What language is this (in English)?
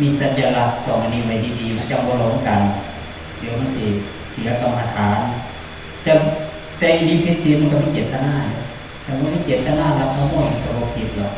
Northeastern Thai